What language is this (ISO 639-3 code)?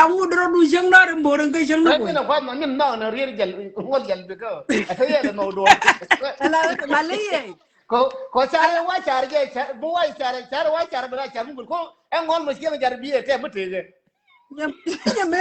nus